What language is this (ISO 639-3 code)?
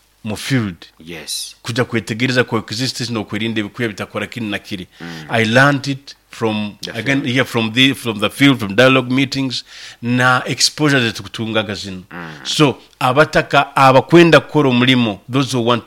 nyo